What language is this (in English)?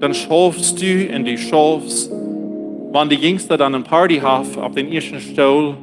Plautdietsch